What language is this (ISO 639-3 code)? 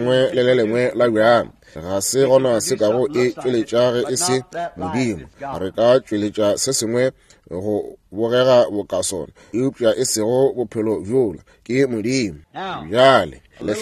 nso